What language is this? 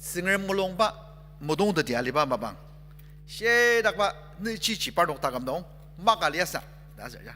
Ao Naga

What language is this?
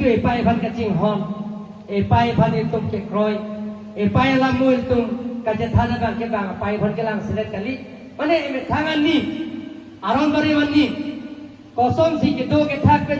Karbi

